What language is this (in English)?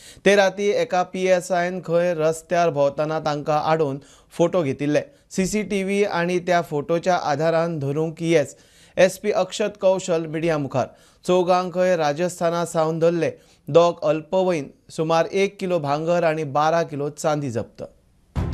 Konkani